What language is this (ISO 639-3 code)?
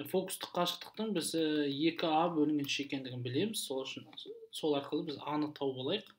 kaz